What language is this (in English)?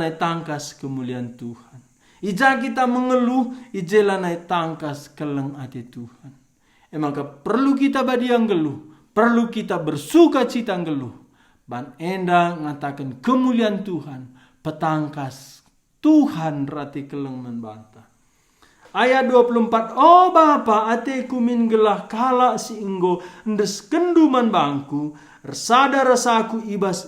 Batak Karo